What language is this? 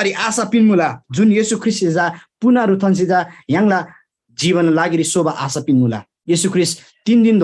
Eastern Tamang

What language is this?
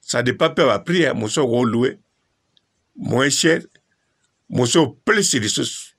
Lingala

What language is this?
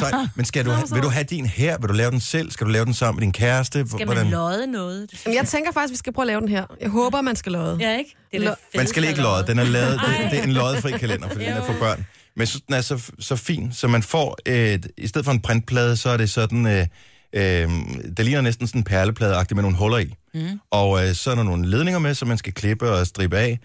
Danish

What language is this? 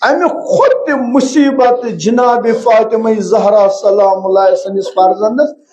Kashmiri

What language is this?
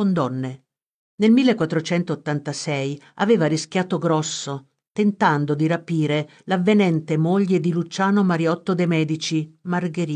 Italian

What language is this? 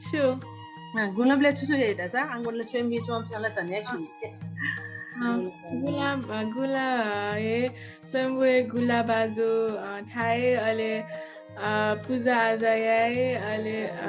Newari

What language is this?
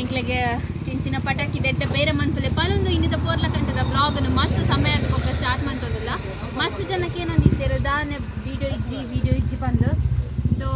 Tulu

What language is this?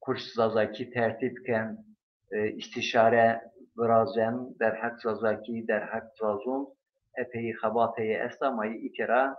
Zaza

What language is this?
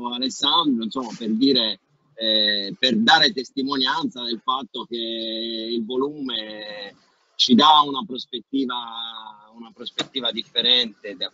Italian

